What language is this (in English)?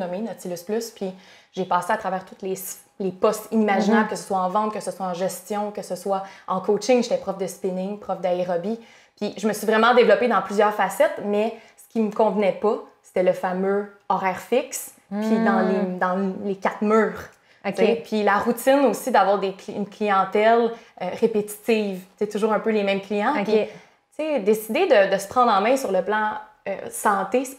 French